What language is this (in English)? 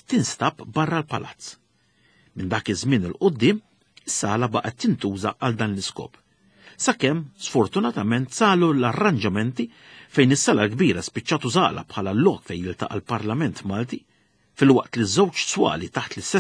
Maltese